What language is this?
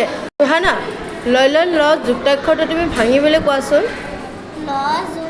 Assamese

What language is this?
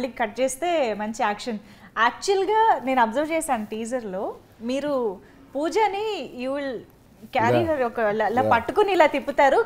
Telugu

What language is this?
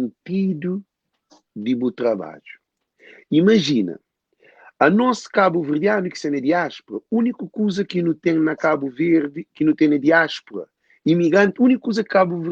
Kabuverdianu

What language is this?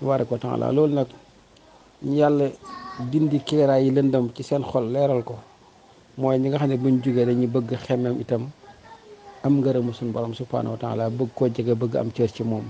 Wolof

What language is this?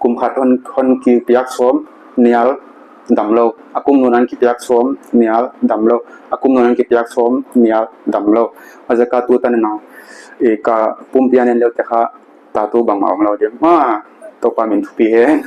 Paite Chin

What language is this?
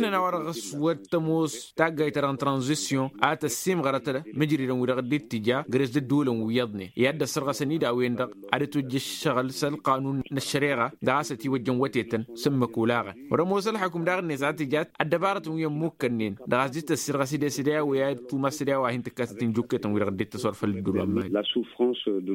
Tamasheq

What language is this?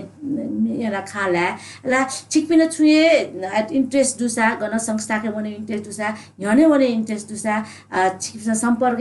Newari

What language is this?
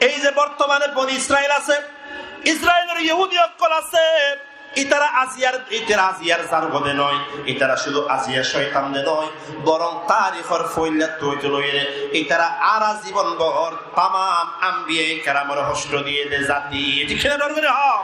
Rohingya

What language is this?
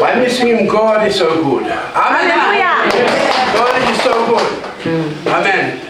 Tok Pisin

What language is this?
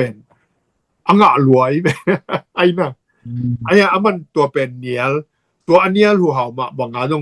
Tedim Chin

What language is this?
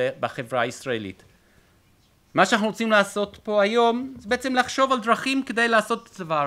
Hebrew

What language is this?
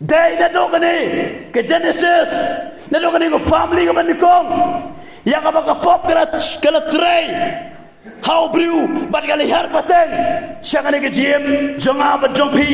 Khasi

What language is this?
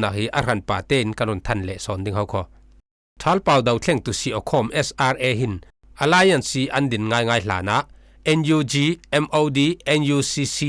Falam Chin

